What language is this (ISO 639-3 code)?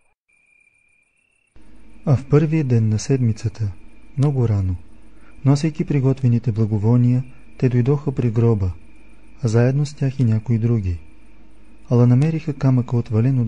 bul